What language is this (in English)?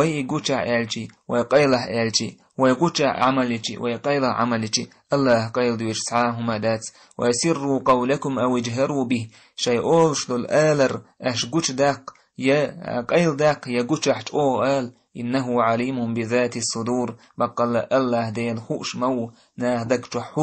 Chechen